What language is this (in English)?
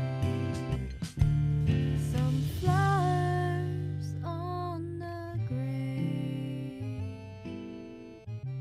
Chinese